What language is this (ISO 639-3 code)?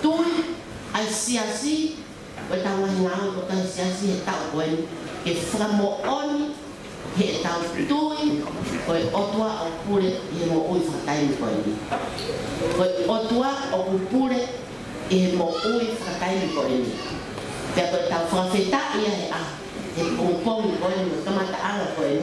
ton